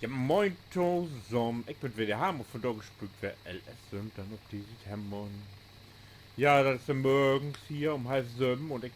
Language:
Low German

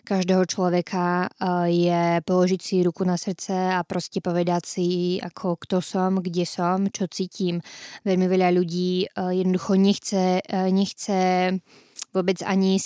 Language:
Slovak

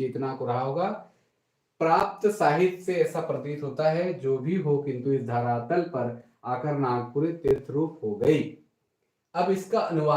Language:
Sadri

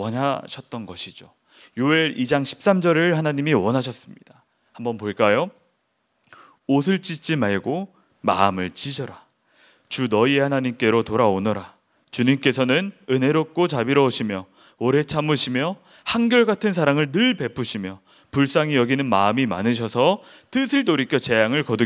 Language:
Korean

